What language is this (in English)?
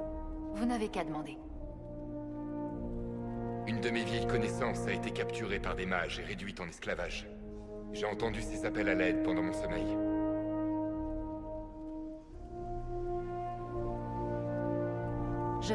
French